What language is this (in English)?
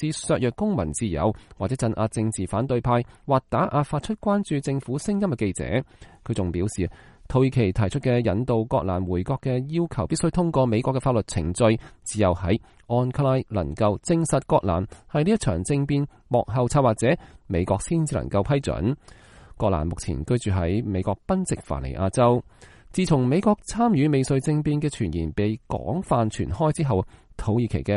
Cantonese